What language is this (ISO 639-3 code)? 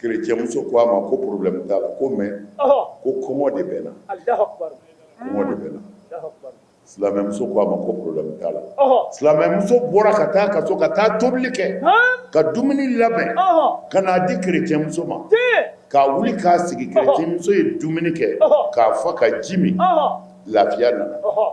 bam